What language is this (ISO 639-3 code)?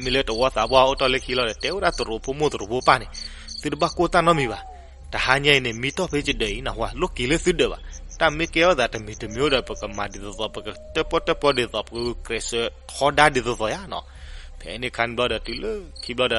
ksw